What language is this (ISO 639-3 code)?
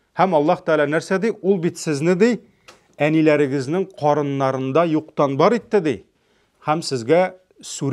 tat